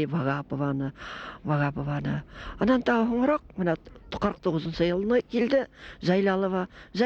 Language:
Bashkir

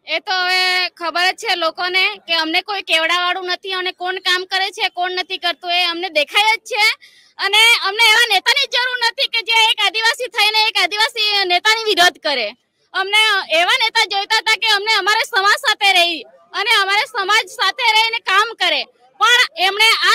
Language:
Gujarati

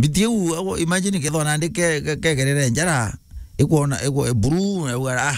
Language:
Meru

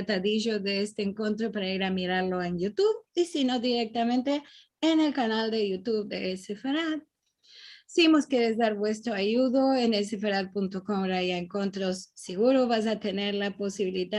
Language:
Ladino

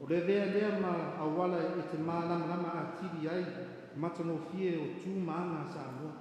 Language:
Samoan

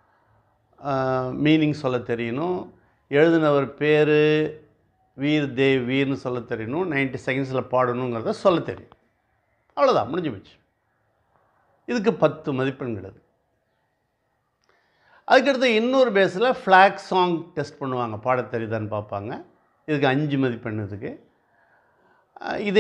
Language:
Tamil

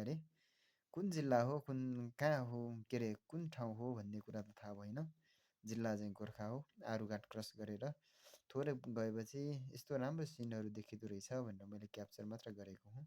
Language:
Nepali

